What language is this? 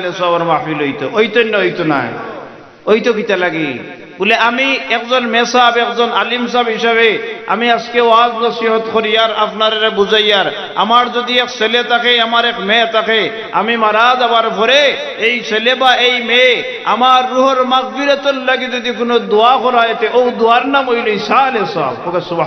Sylheti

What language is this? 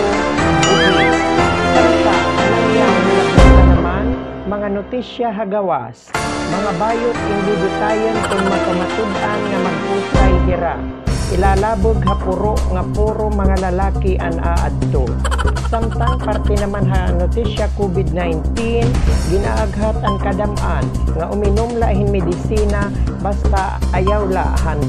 Waray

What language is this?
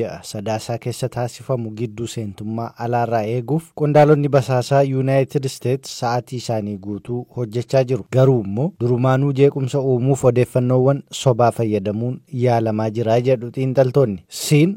Oromo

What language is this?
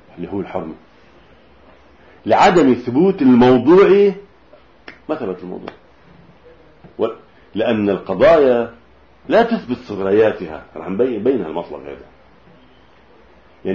Arabic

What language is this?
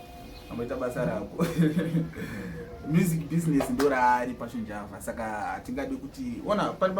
Shona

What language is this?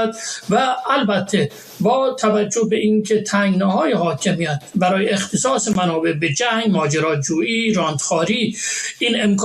Persian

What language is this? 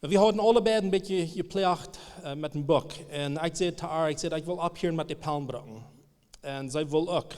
Plautdietsch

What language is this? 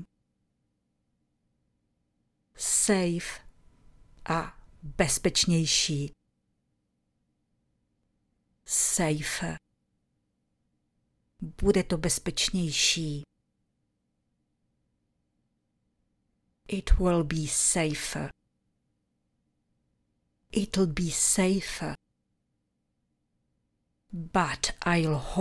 Czech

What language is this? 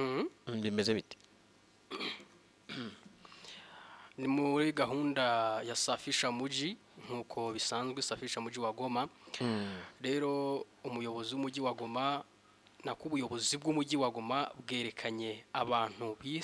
Kinyarwanda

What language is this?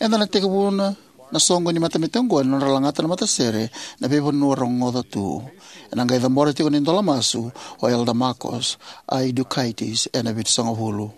Fijian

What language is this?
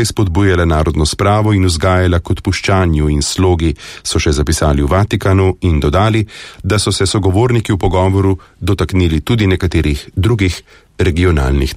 Slovenian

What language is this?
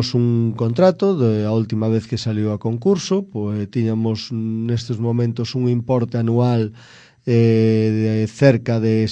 Galician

